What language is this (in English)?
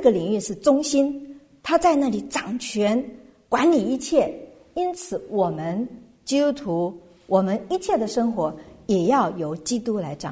Chinese